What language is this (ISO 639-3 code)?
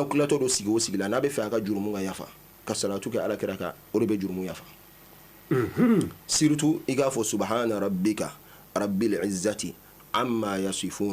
bam